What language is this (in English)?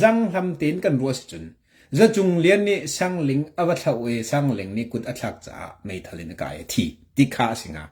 Hakha Chin